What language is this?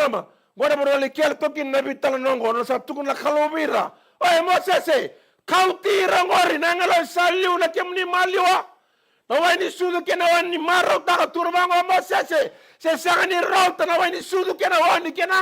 Fijian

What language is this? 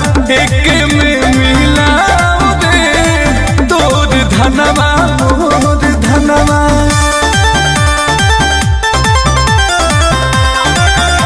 Bhojpuri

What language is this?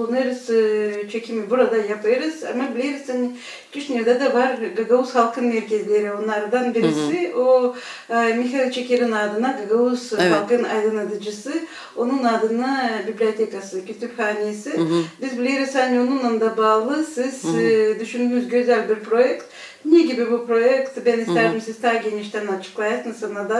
Gagauz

